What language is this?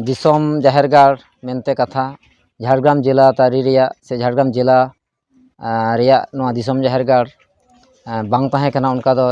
Santali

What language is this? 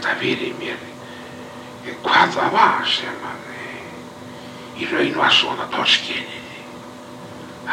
Icelandic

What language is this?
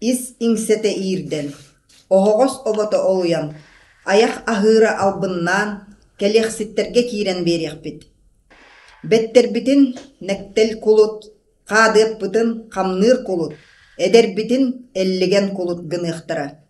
Yakut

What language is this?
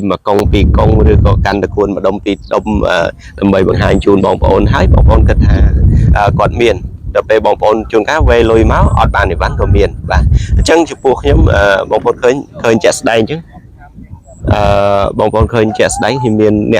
Khmer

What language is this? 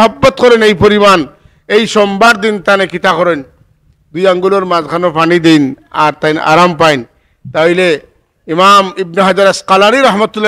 Sylheti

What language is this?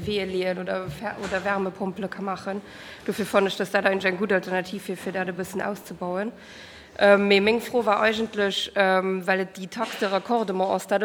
Luxembourgish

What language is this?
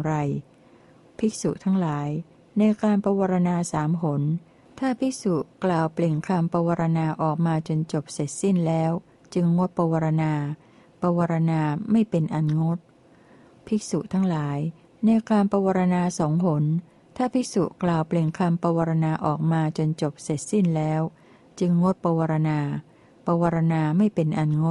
Thai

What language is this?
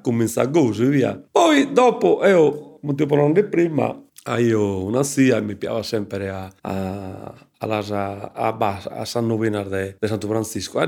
Sardinian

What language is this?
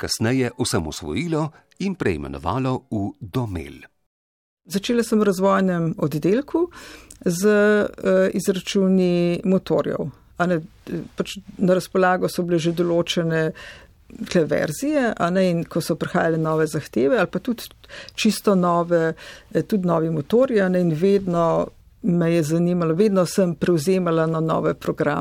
Slovenian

